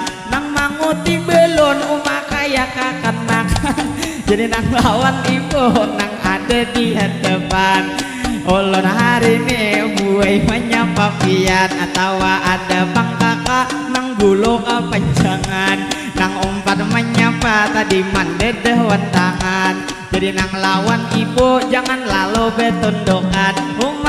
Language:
Banjar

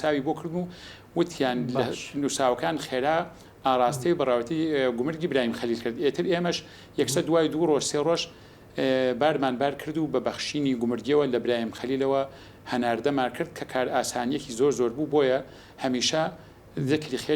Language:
Central Kurdish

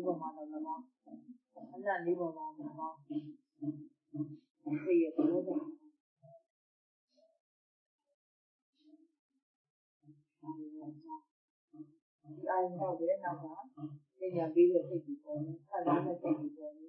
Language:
Burmese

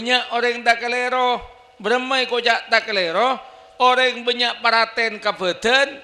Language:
Madurese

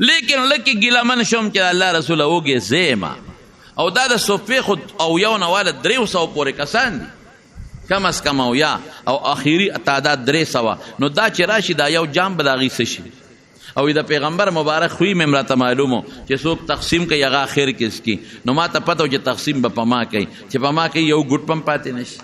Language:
Pashto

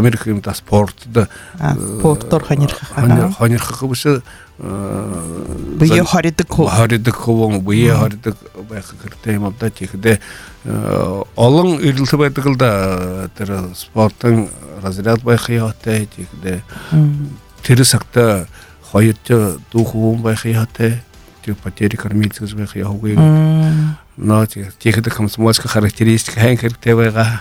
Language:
Buriat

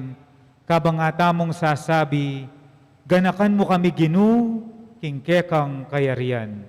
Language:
Pampanga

